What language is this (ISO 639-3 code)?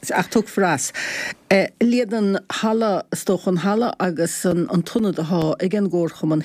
gle